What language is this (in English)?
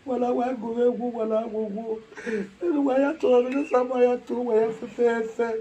Nigerian Pidgin